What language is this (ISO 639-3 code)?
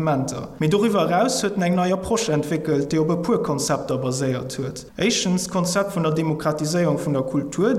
ltz